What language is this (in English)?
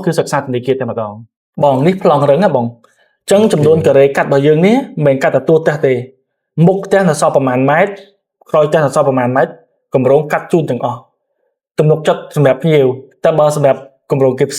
Khmer